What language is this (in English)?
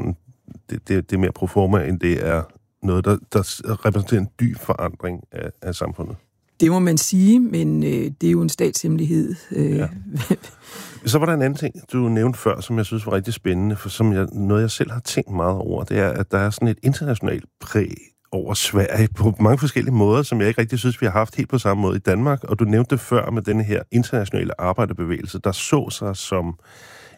Danish